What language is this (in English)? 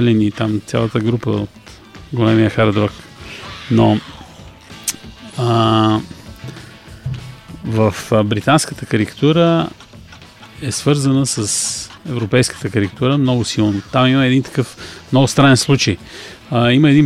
Bulgarian